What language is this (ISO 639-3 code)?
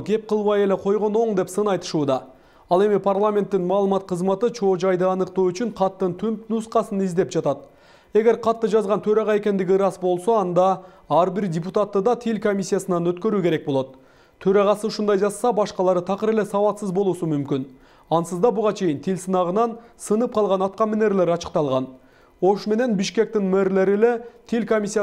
kir